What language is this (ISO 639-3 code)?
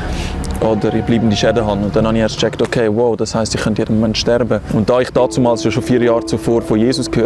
gsw